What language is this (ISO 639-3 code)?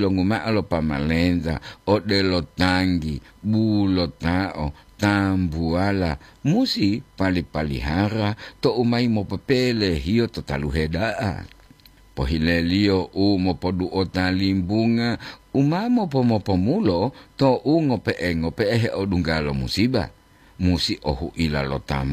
gor